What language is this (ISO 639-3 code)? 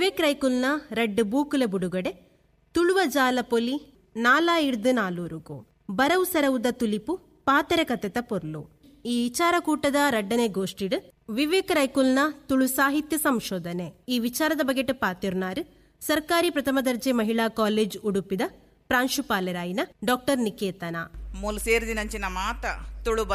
tcy